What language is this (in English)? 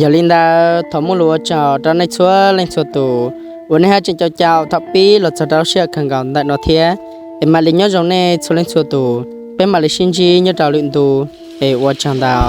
Hmong